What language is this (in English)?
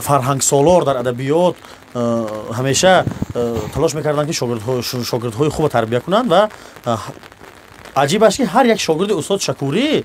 Tajik